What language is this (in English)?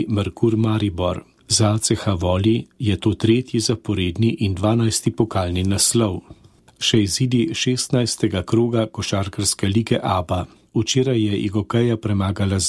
Slovenian